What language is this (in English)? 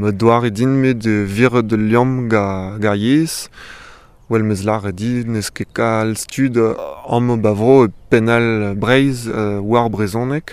Breton